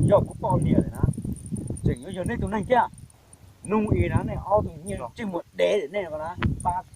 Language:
Hmong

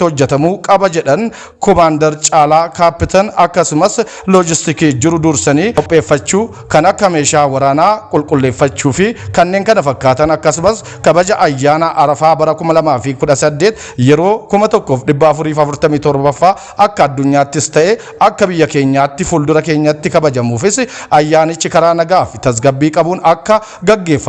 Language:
Oromo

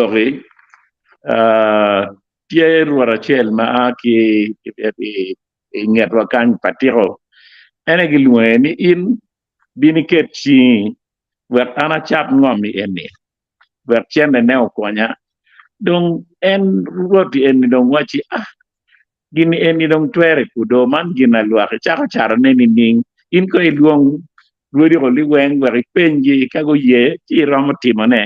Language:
Acoli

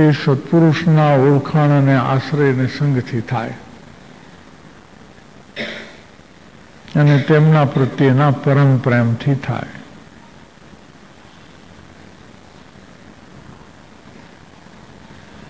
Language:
Gujarati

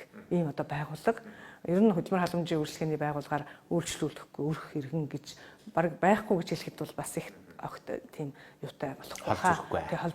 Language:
Mongolian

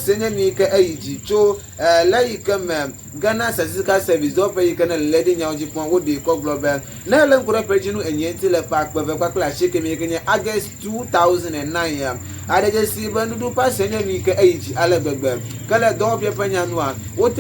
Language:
Ewe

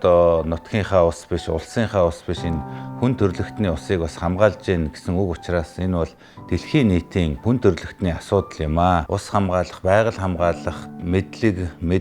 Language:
Mongolian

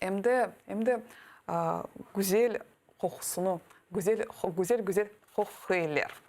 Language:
Crimean Tatar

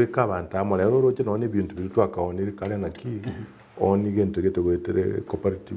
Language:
Gusii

